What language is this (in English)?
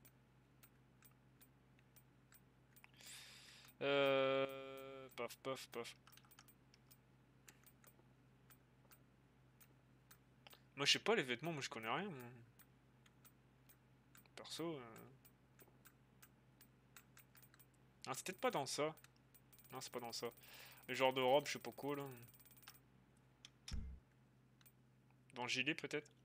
French